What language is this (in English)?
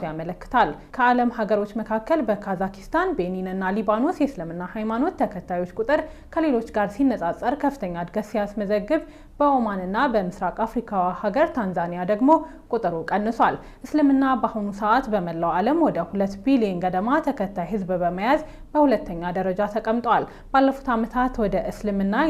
Amharic